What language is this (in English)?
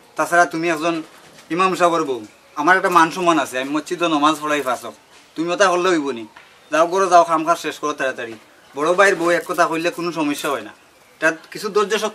Sylheti